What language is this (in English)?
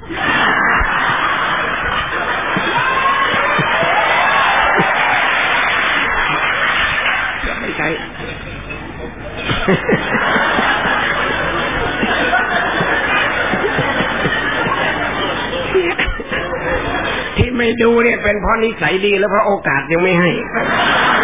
Thai